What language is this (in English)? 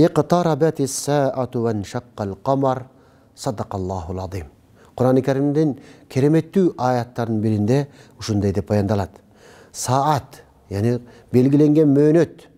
Kyrgyz